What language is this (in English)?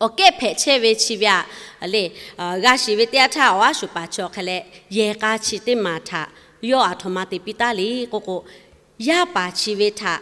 Lahu